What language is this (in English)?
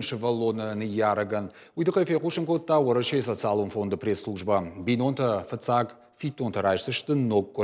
Ossetic